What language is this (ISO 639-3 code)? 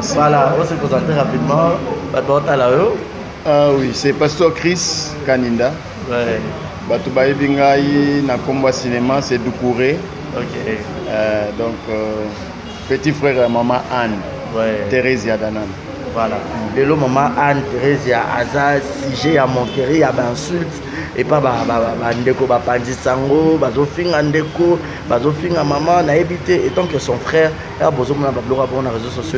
lin